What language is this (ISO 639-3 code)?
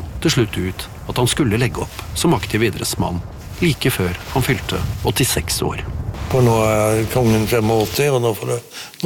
nor